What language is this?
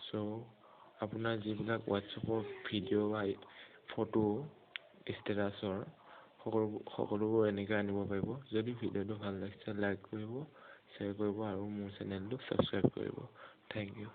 Assamese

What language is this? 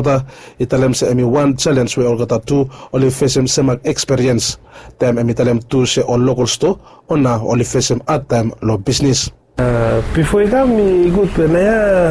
Bislama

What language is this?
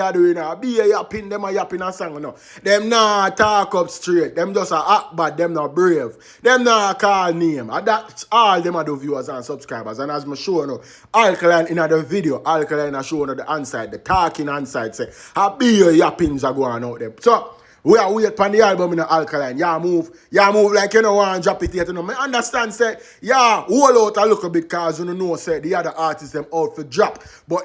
Jamaican Creole English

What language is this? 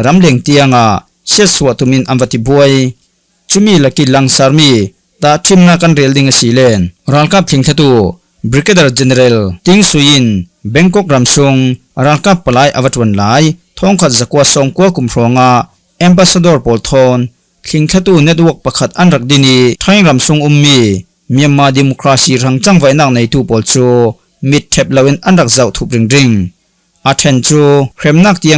Falam Chin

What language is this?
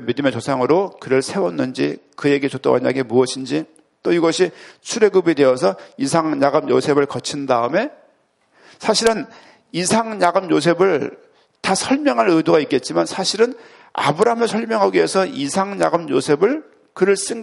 Korean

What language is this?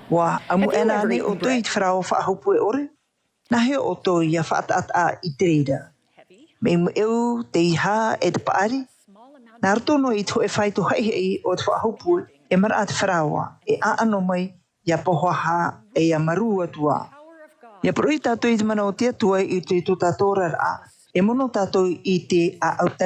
Tahitian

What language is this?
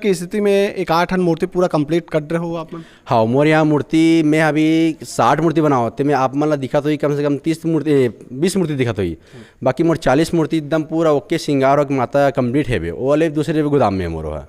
Chhattisgarhi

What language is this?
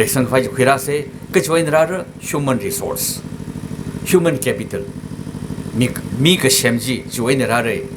Tangkhul Naga (India)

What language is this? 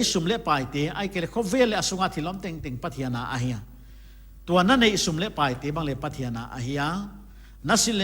Paite Chin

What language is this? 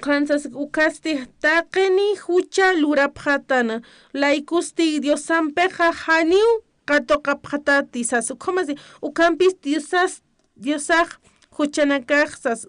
Aymara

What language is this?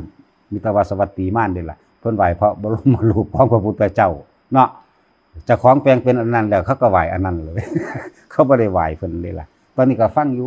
Northeastern Thai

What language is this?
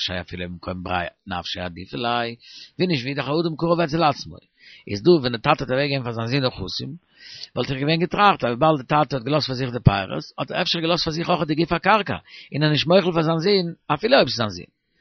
Yiddish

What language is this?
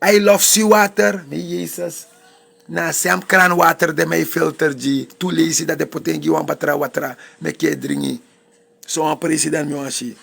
Sranan Tongo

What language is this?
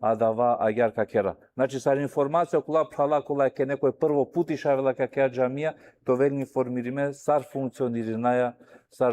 Balkan Romani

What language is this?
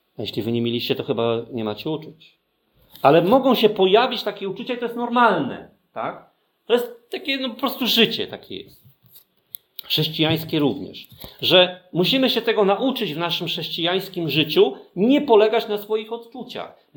Polish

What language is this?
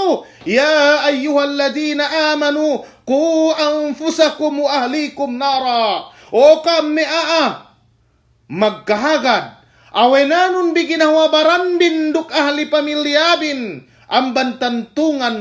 Yakan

